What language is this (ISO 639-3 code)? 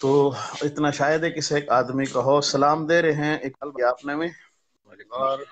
bgc